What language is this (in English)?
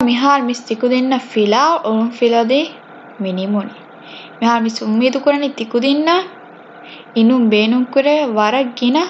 Divehi